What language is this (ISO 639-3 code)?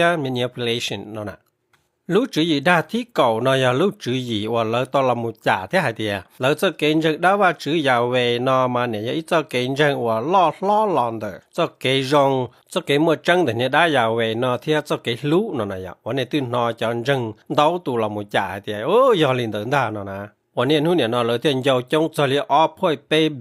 hmn